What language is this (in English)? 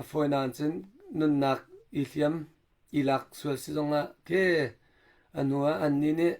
Hakha Chin